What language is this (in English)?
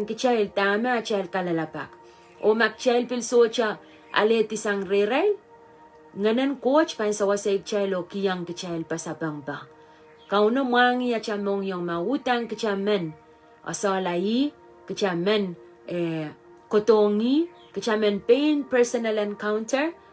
Pohnpeian